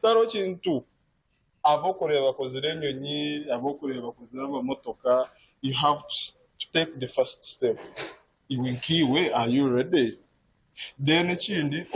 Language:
Nyankole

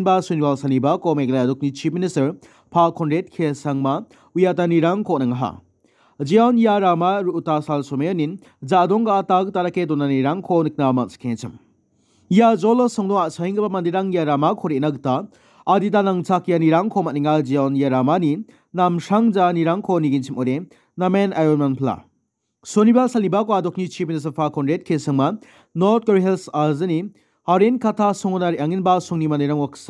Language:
Garo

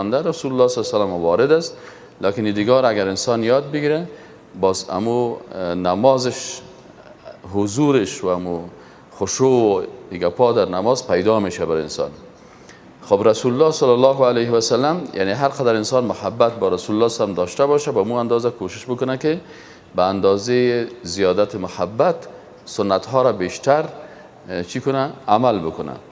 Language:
Persian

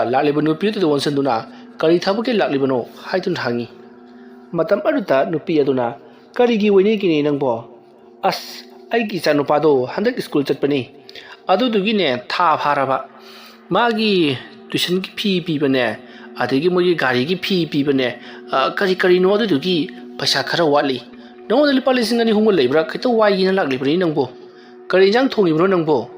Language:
Manipuri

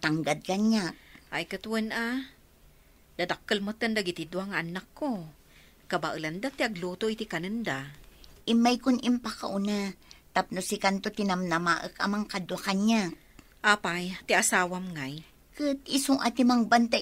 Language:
Iloko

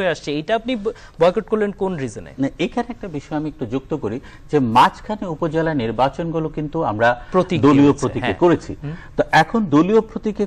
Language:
Bangla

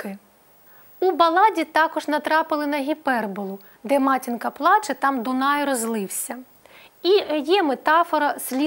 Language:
Ukrainian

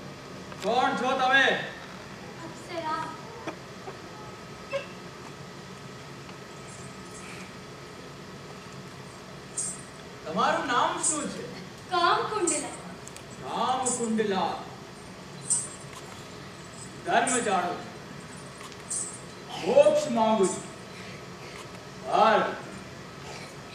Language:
Gujarati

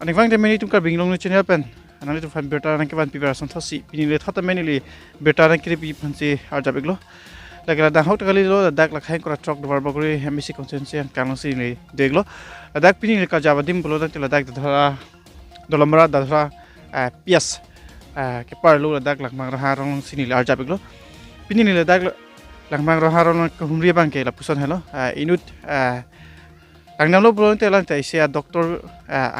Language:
Karbi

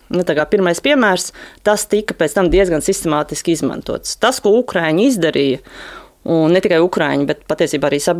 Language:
Latvian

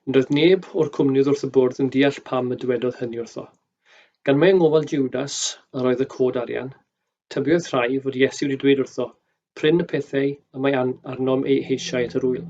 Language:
Welsh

